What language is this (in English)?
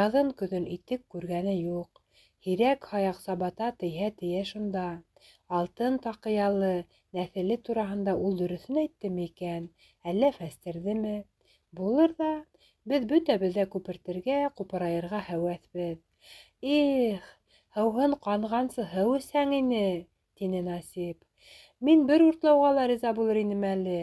Bashkir